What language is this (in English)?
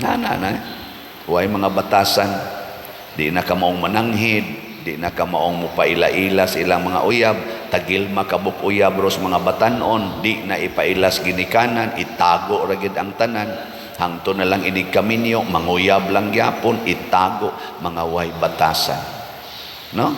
Cebuano